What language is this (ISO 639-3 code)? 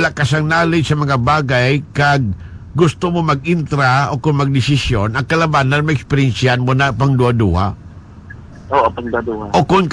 hil